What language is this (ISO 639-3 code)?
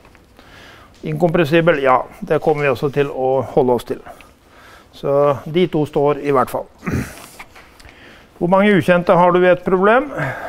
nor